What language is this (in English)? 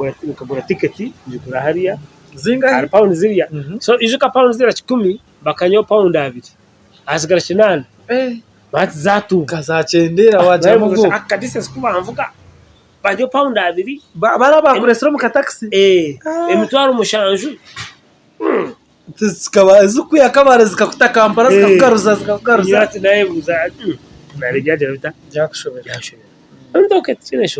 Nyankole